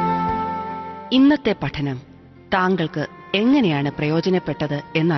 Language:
Malayalam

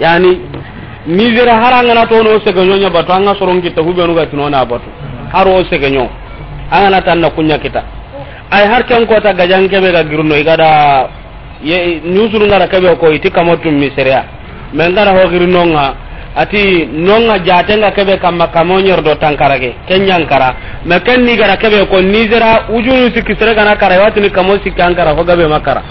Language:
Soninke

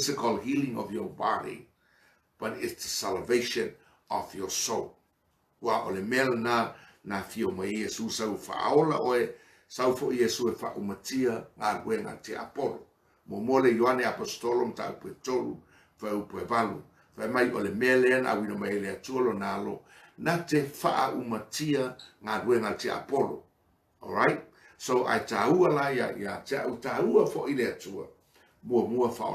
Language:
Samoan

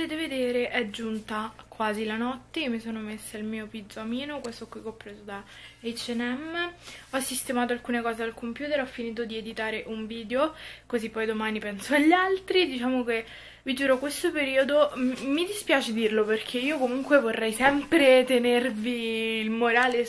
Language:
Italian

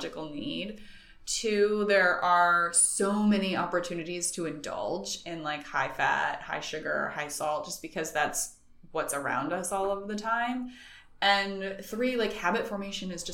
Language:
English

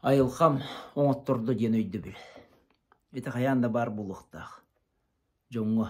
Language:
Yakut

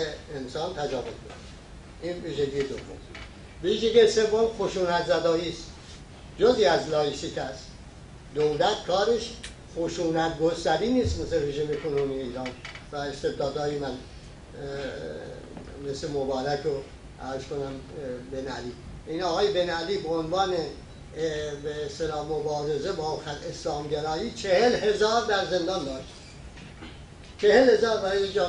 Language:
Persian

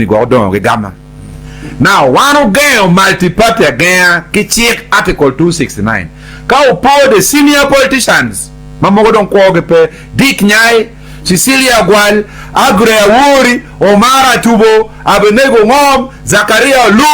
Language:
Acoli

